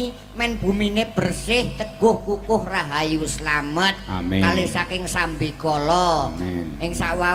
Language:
Javanese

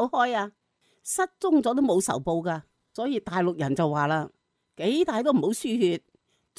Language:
Cantonese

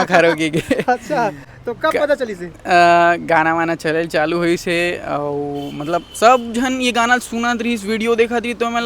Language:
Chhattisgarhi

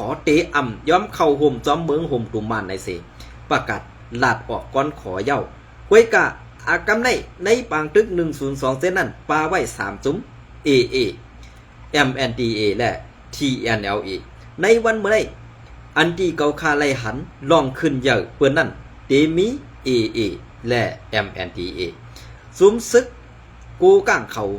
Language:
Shan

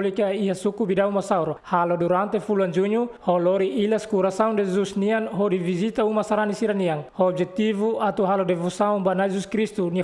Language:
Tetum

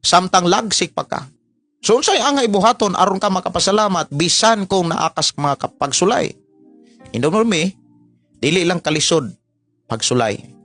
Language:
Cebuano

